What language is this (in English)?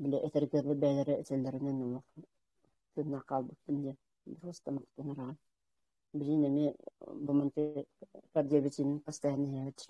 Yakut